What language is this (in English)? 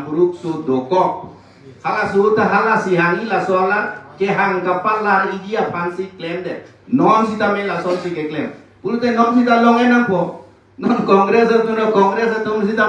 Karbi